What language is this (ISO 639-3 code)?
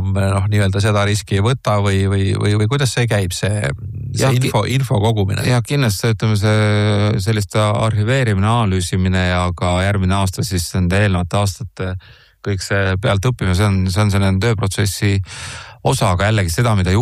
est